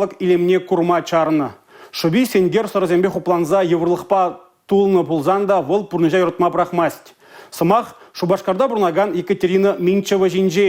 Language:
Chuvash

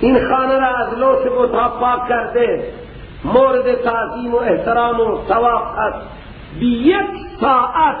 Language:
Persian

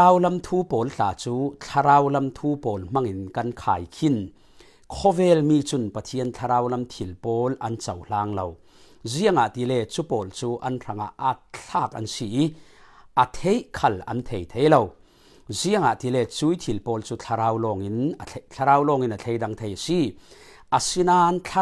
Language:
Falam Chin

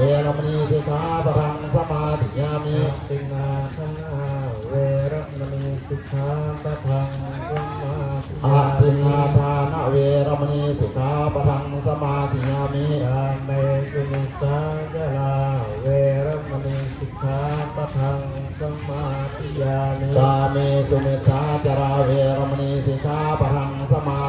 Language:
Pali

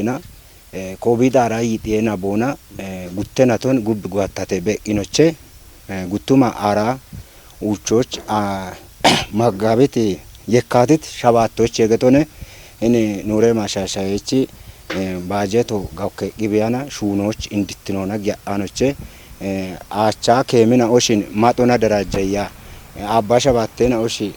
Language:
Kafa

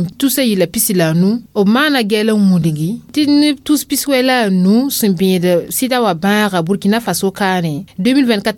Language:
Mossi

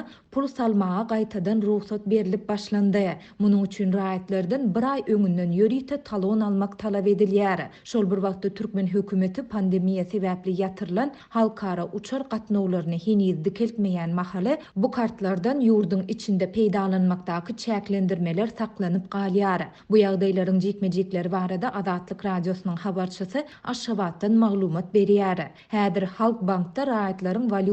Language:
Turkmen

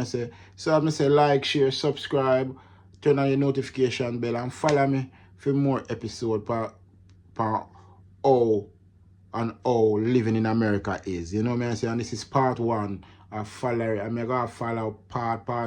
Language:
Jamaican Creole English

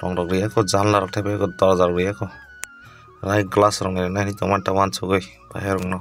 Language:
Kok Borok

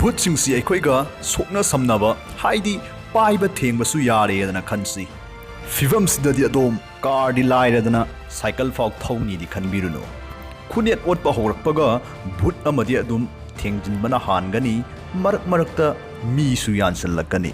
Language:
Manipuri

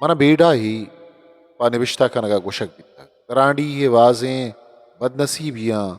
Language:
Eastern Balochi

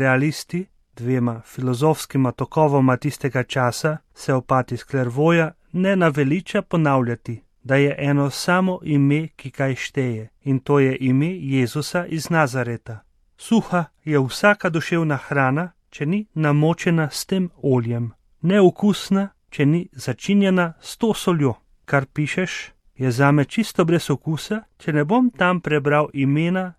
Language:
Slovenian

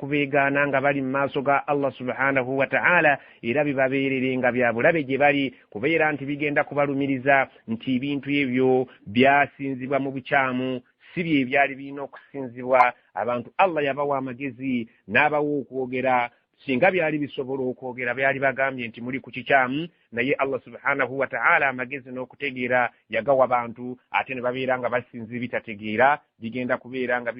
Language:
Ganda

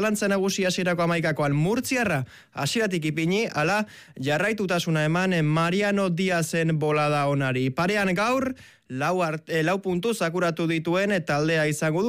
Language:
Basque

